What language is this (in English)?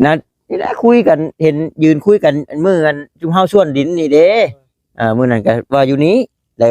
Northeastern Thai